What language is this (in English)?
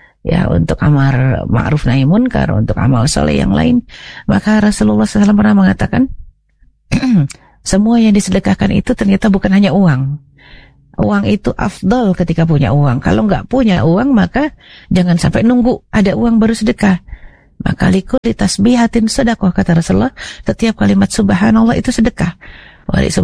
Indonesian